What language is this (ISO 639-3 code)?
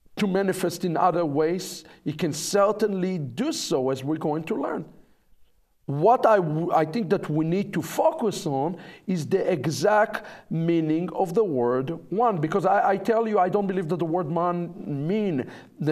eng